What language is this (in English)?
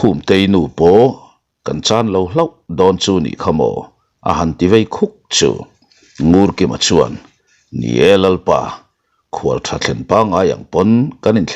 Mizo